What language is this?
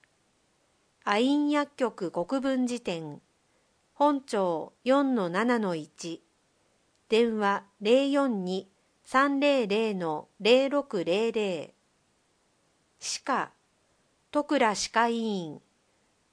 Japanese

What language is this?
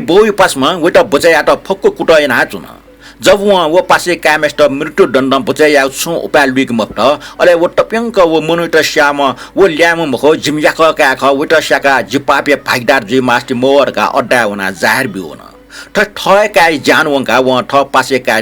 Newari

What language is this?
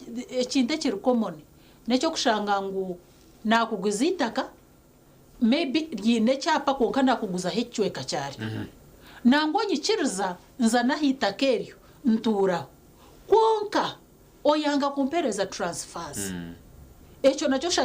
Nyankole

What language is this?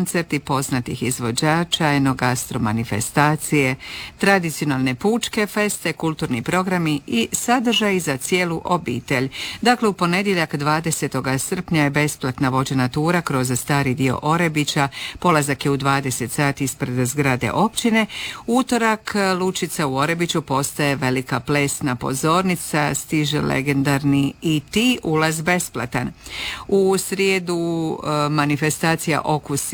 Croatian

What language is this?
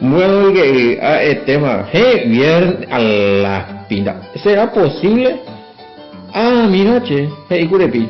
Guarani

